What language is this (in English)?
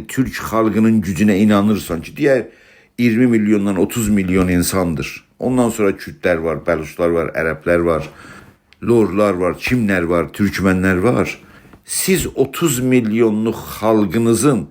South Azerbaijani